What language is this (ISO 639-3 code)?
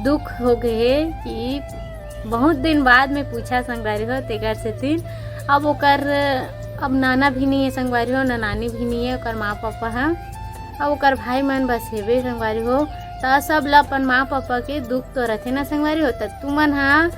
hne